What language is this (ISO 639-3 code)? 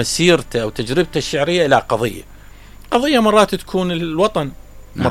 acm